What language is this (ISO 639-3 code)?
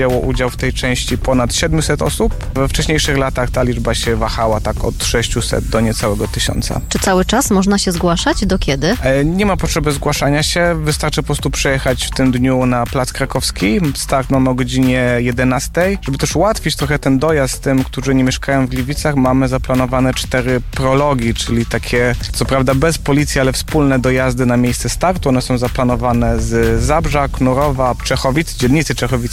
pol